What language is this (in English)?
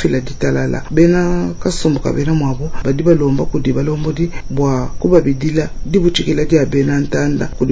Luba-Lulua